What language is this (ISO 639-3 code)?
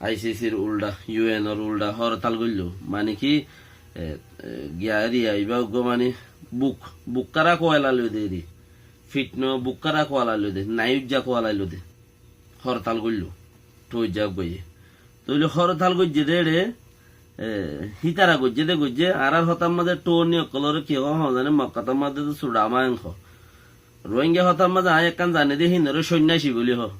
rhg